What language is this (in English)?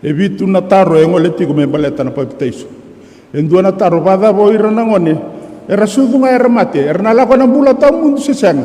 Fijian